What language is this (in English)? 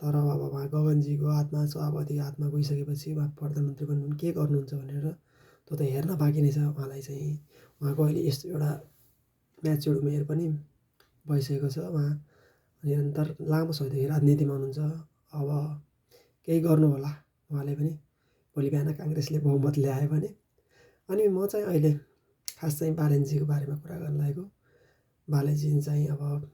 Nepali